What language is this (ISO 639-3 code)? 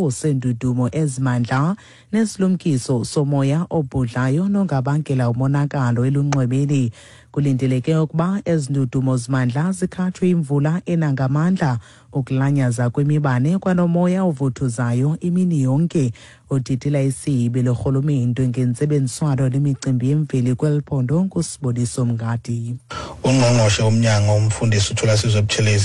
xho